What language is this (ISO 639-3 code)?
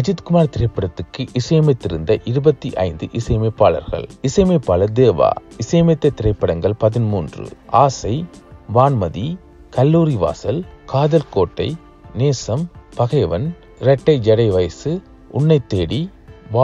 tam